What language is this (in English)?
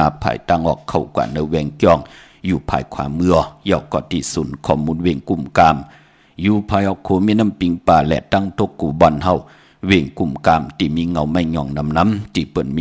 Shan